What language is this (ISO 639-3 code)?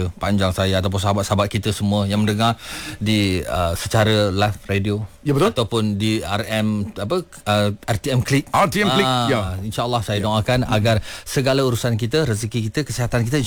msa